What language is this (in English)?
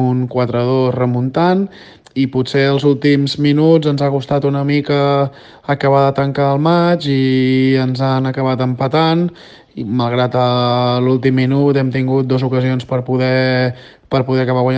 Catalan